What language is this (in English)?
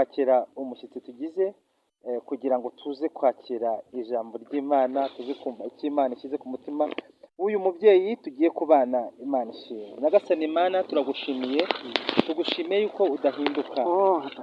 Kinyarwanda